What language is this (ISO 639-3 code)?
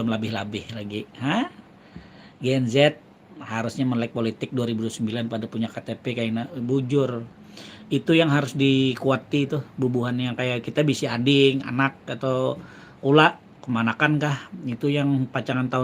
bjn